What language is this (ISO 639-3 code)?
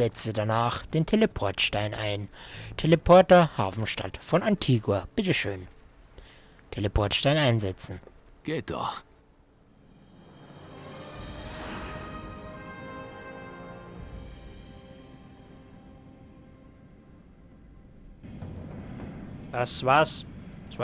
deu